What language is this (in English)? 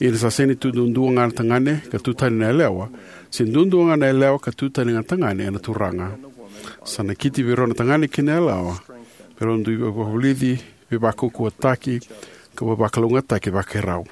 Fijian